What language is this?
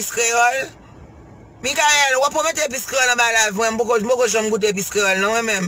Haitian Creole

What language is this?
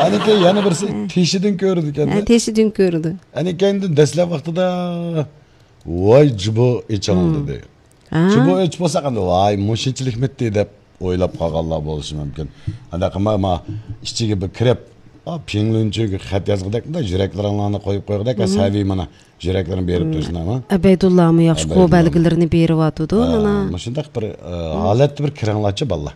Uyghur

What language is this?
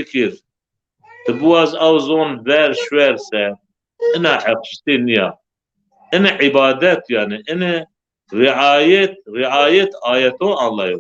Zaza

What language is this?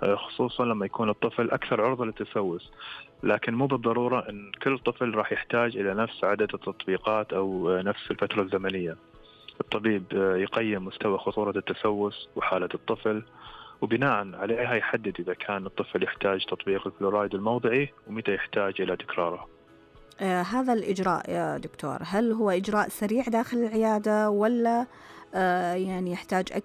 Najdi Arabic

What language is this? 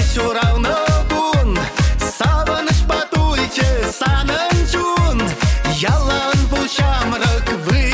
Chuvash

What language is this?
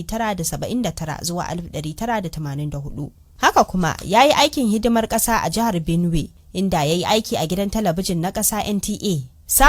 Hausa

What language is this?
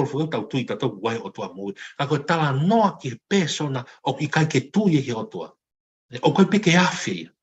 Tongan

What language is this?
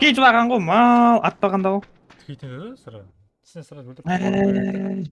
Kara-Kalpak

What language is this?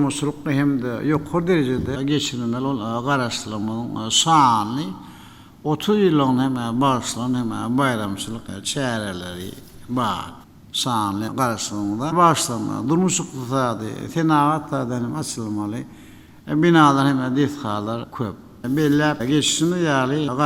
Turkmen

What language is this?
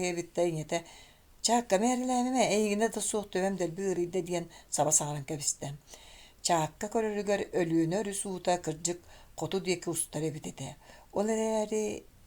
Yakut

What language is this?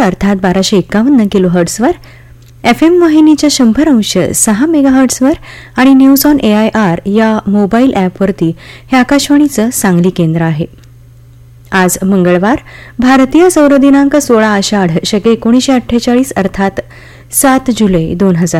Marathi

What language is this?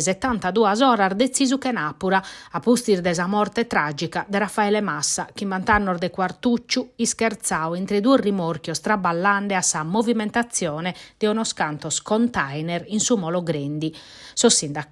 Sardinian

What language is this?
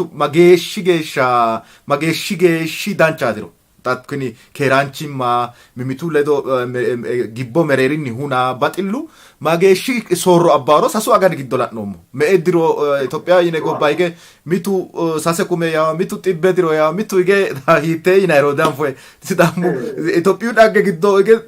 Sidamo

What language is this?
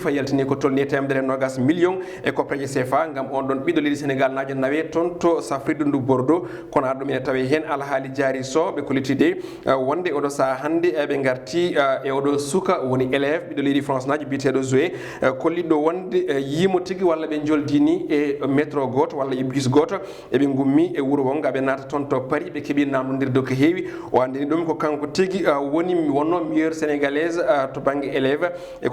Fula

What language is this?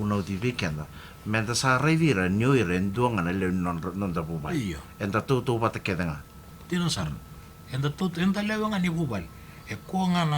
Fijian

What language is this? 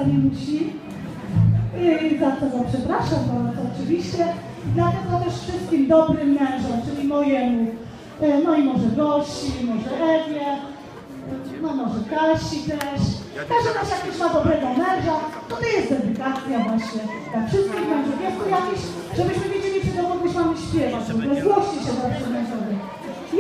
Polish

